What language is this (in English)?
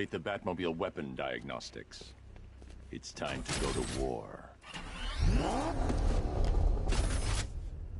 English